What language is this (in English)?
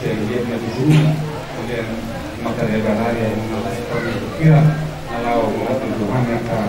Batak Toba